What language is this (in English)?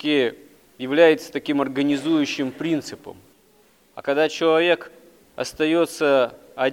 Russian